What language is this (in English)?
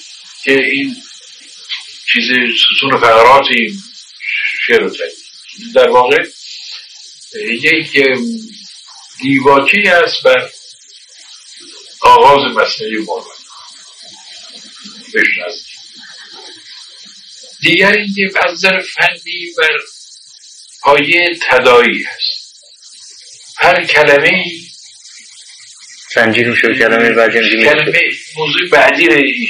Persian